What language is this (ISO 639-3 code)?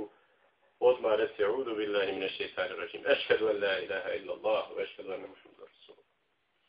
bos